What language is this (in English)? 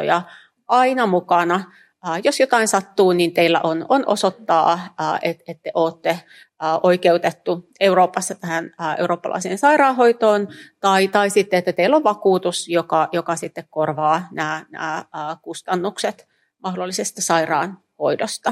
Finnish